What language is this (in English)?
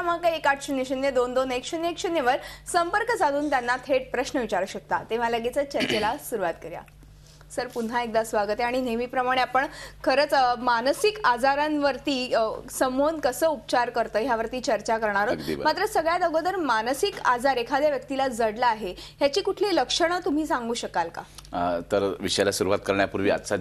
Marathi